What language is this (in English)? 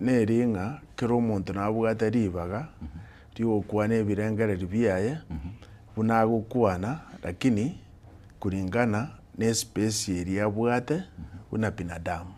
Gusii